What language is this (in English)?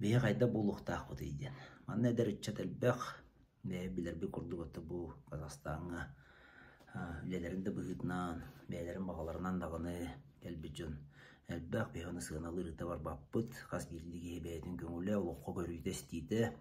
Yakut